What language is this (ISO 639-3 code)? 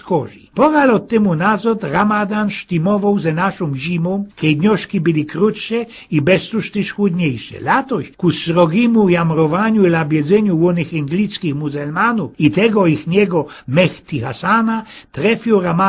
szl